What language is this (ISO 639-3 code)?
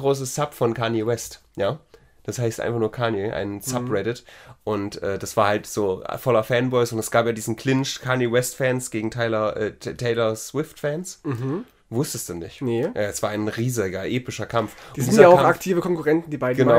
deu